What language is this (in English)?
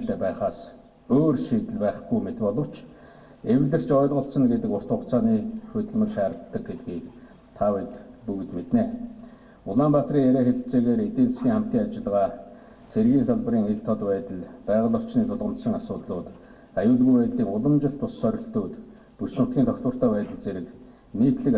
Mongolian